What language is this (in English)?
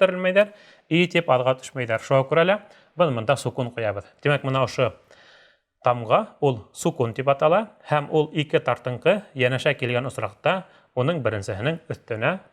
Bashkir